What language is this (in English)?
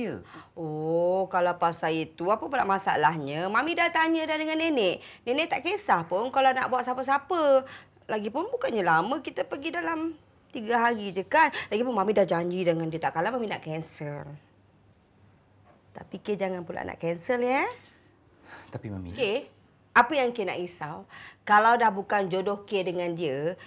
Malay